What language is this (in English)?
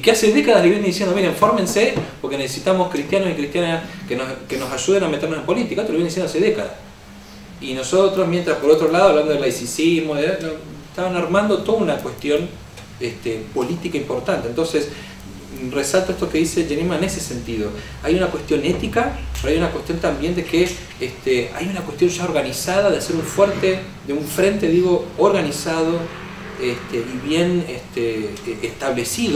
Spanish